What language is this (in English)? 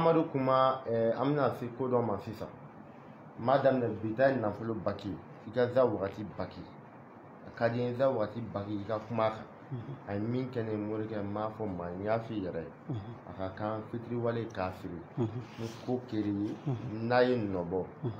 Bambara